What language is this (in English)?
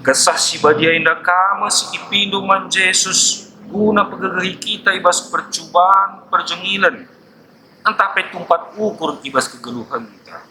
Batak Karo